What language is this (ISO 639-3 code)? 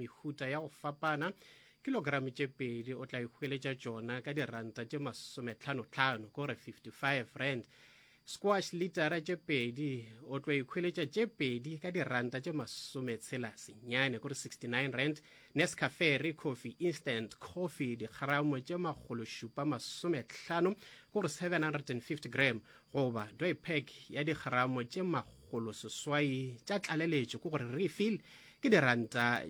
nso